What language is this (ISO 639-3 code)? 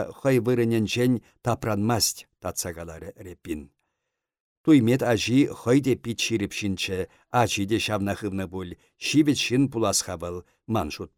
chv